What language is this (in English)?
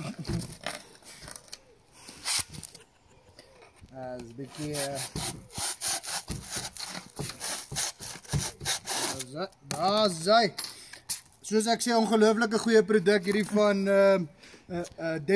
Afrikaans